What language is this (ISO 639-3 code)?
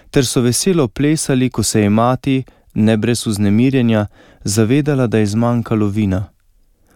slv